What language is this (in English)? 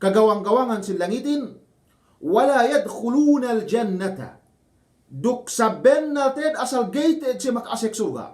Yakan